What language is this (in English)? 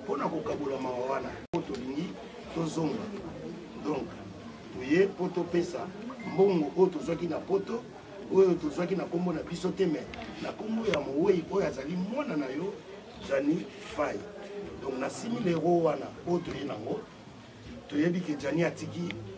Lingala